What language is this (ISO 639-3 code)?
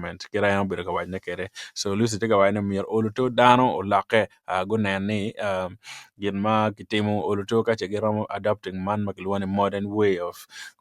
ach